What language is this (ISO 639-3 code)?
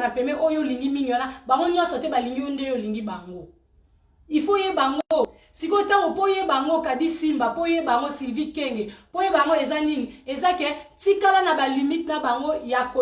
lin